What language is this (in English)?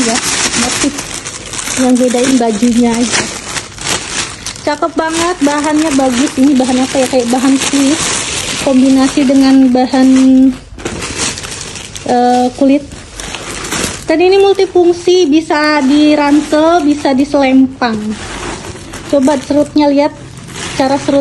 Indonesian